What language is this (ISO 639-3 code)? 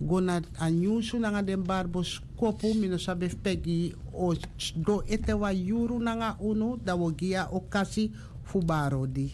srn